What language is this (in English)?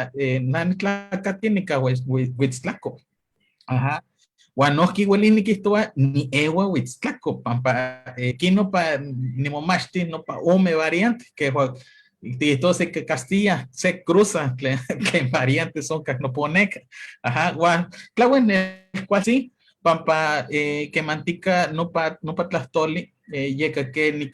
Eastern Huasteca Nahuatl